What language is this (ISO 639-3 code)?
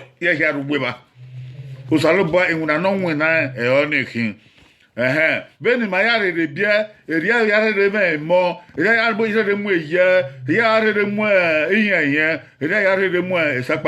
bin